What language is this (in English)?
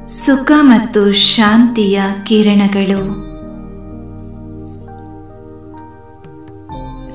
Kannada